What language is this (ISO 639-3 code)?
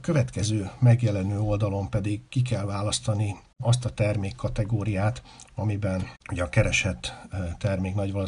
hun